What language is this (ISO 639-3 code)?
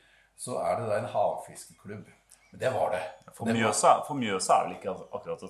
nor